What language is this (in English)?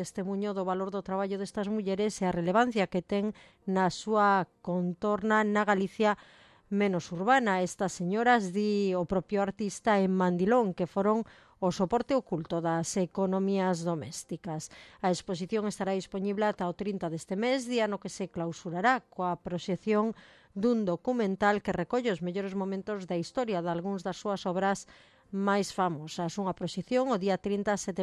Galician